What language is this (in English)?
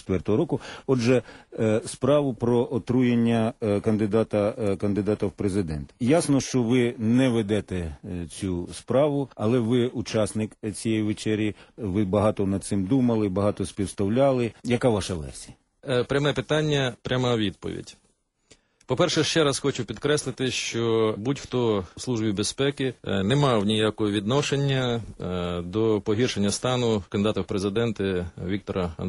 Ukrainian